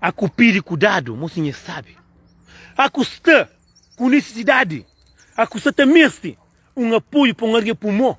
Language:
Kabuverdianu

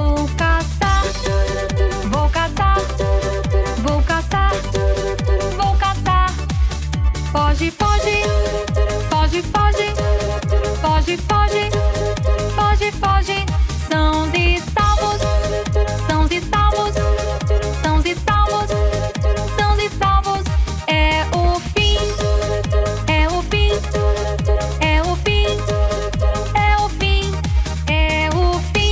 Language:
Portuguese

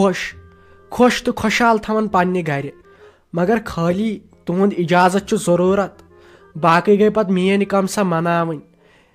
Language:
Kashmiri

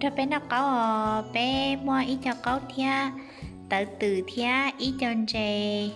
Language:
Hmong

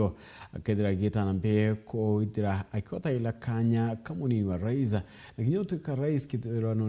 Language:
Meru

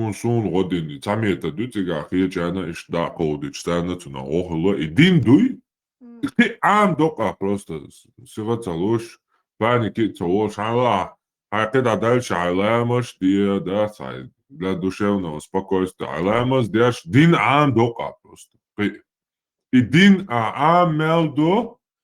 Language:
Chechen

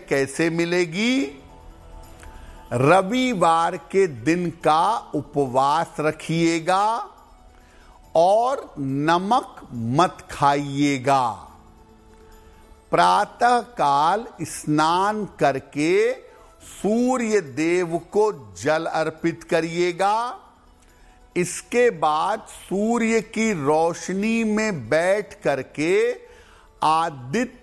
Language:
Hindi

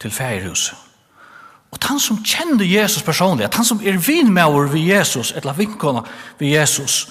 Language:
Faroese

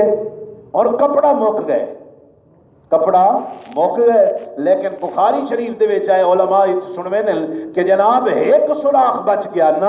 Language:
Saraiki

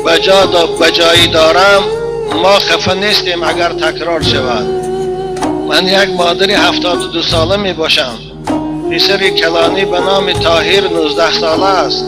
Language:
Tajik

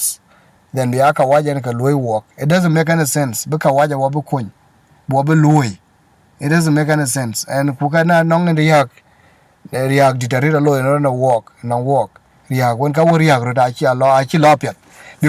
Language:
Dinka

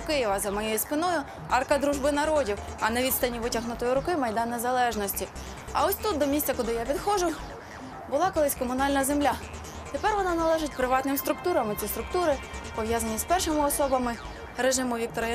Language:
Ukrainian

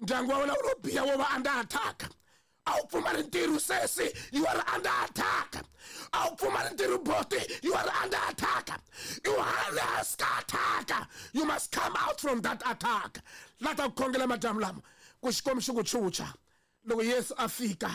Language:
Tsonga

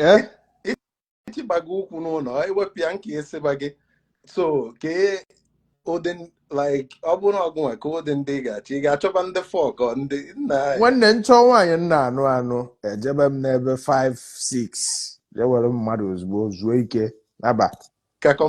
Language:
Igbo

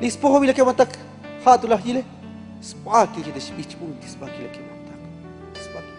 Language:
Tzotzil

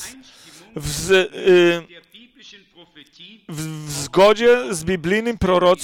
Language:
Polish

